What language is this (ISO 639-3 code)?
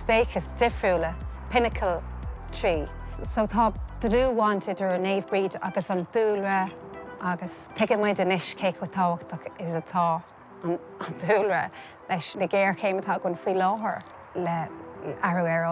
gle